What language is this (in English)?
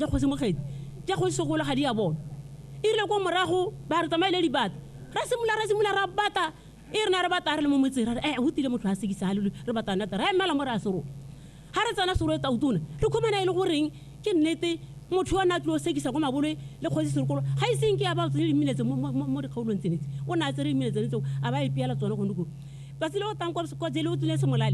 Tswana